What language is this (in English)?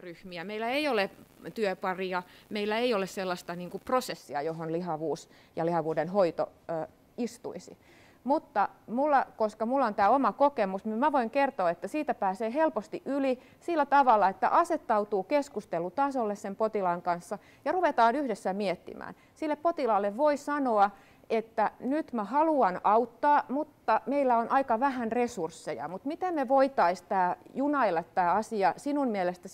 Finnish